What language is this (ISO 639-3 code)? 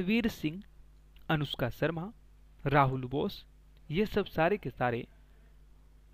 hin